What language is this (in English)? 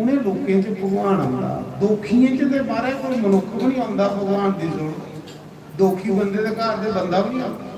Dogri